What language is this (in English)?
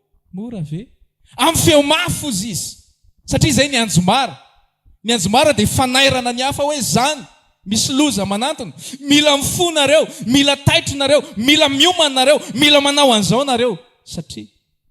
Malagasy